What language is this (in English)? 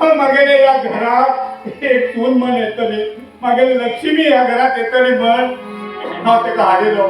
Konkani